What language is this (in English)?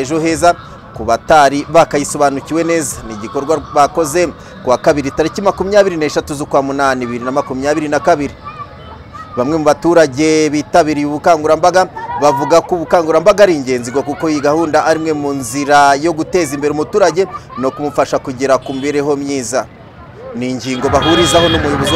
Kinyarwanda